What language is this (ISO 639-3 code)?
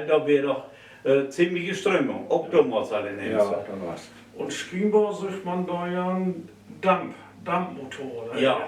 nds